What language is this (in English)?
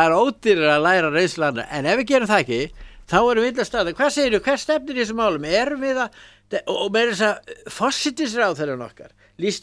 Icelandic